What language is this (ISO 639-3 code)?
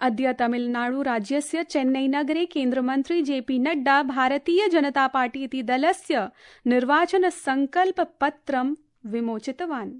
san